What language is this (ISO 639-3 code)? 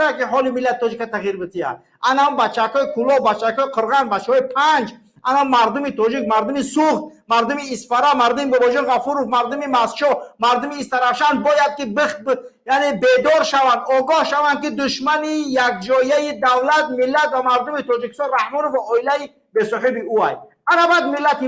tgk